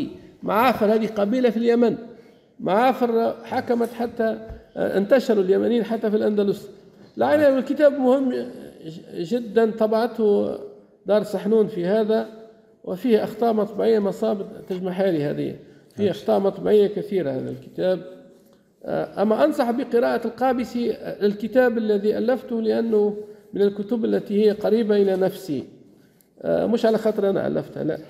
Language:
Arabic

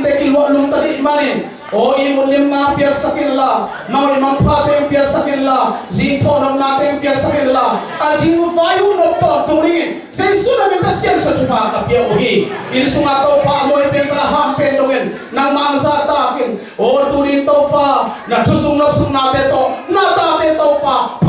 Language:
Tedim Chin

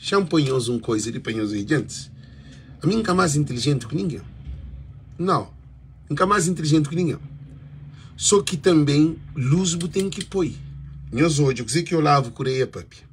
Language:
Kabuverdianu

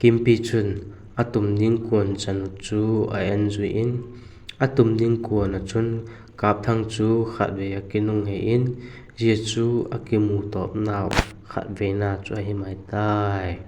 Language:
Vaiphei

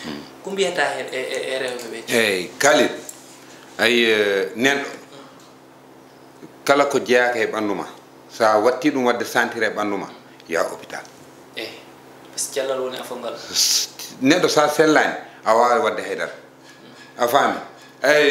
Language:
Fula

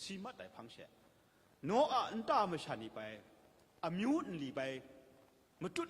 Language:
Kachin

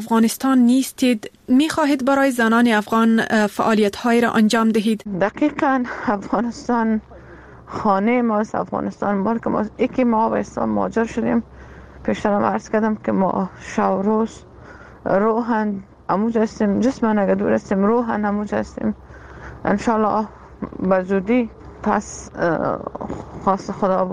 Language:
Persian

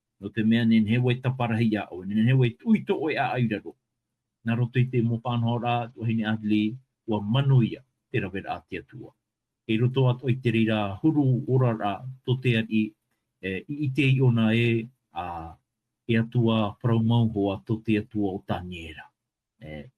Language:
Tahitian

